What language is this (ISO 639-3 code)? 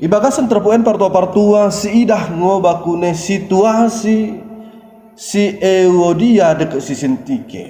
btd